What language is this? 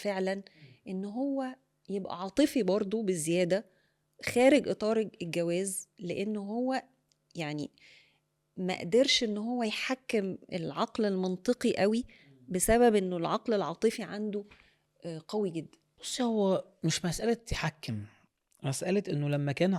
Egyptian Arabic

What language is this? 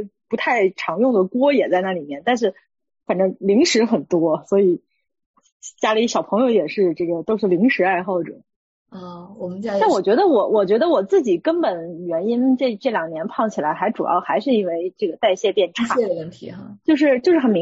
Chinese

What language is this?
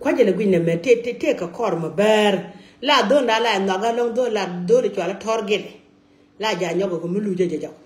Nuer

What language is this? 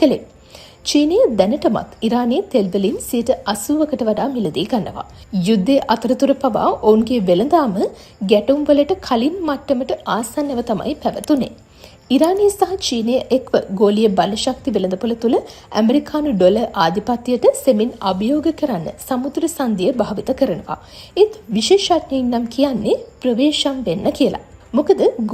Sinhala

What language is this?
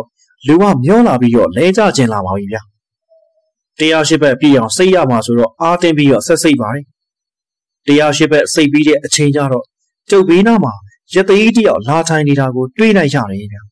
Burmese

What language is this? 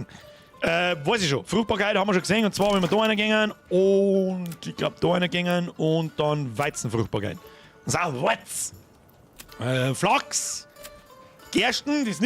Bavarian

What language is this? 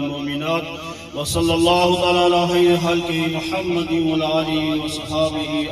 Pahari-Potwari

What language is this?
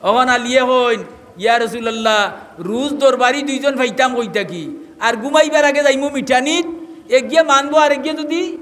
Sylheti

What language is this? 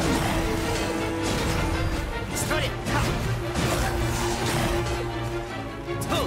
Japanese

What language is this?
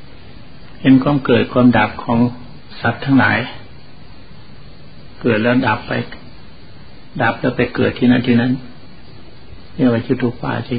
Thai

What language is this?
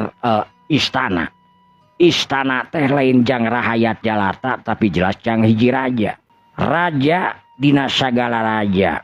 Sundanese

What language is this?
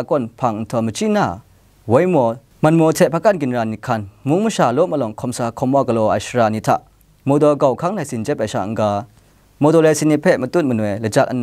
Kachin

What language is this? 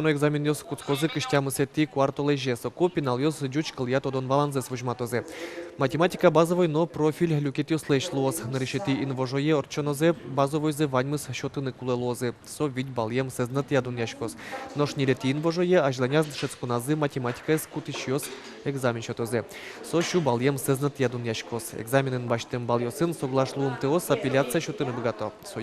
Udmurt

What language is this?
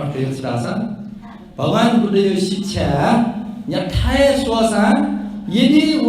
Newari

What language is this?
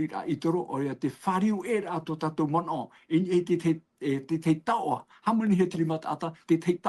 Tahitian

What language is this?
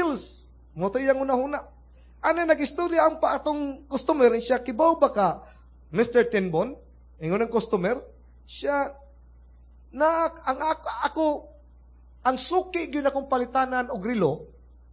Cebuano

